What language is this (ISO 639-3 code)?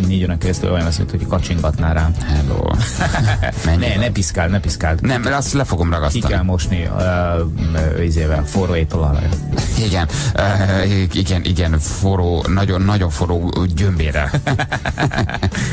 hun